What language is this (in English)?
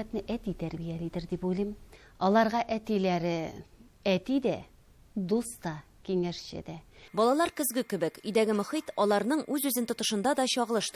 Tatar